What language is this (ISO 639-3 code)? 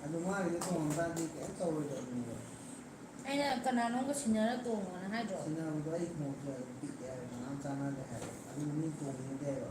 mni